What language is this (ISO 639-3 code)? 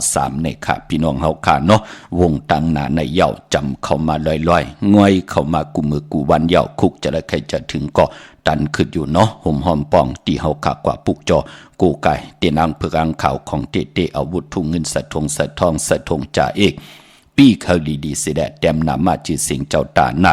shn